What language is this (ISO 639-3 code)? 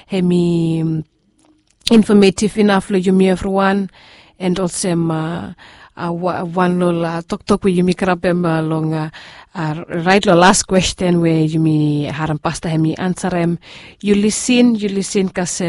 bis